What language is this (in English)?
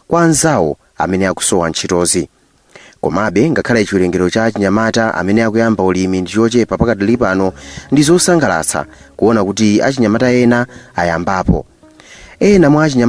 Nyanja